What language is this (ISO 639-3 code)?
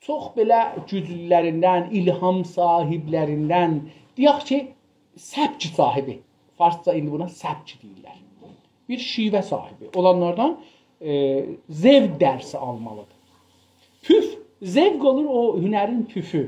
azb